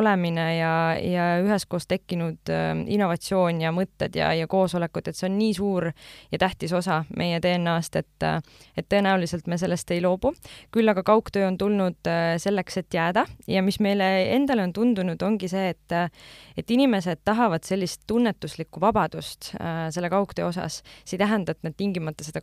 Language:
Estonian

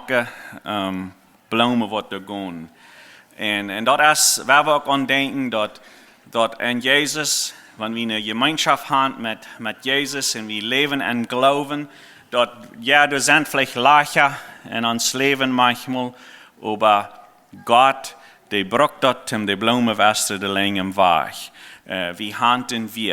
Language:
Plautdietsch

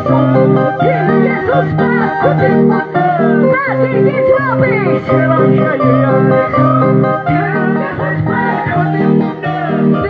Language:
Quechua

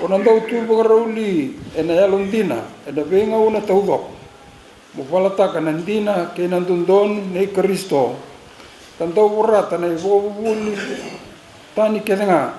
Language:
Fijian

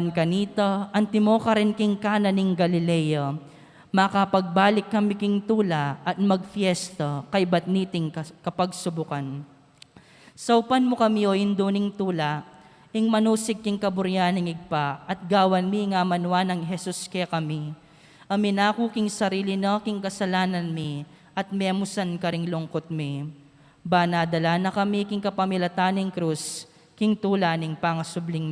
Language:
Pampanga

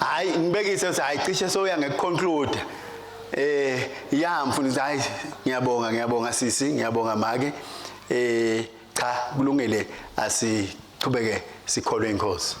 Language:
Swati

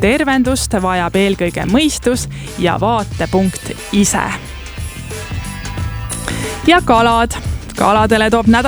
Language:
Estonian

